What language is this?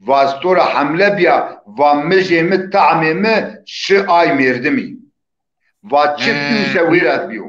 Zaza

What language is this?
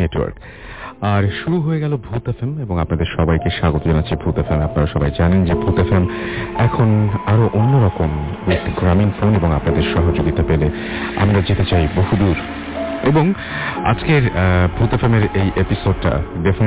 Bangla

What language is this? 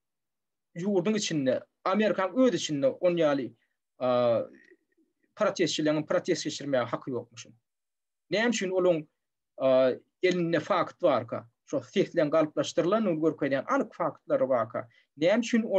Turkmen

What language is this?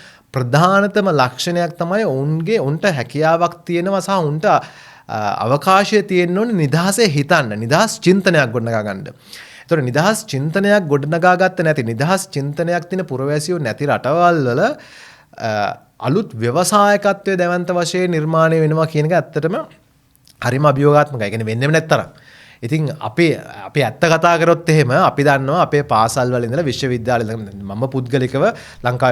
Sinhala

